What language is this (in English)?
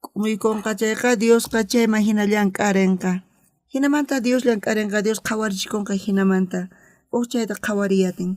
South Bolivian Quechua